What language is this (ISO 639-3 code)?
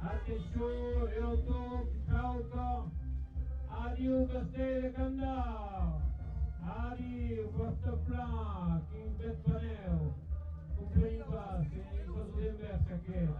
oci